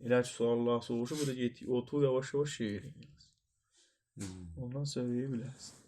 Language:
South Azerbaijani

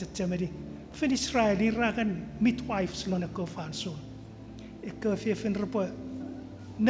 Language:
Chuukese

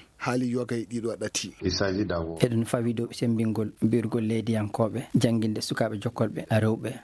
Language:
Fula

